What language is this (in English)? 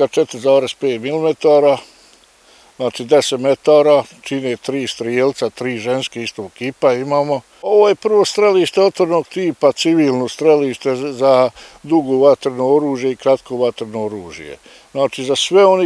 Bosnian